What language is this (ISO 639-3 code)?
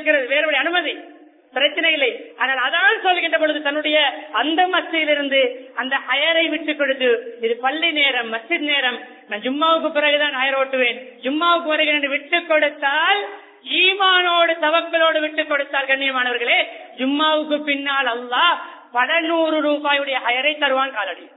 tam